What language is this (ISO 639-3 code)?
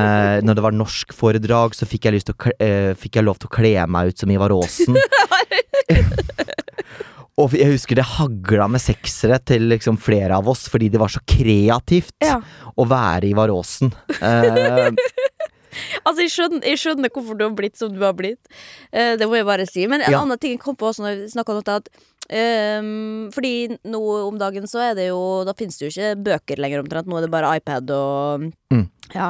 nor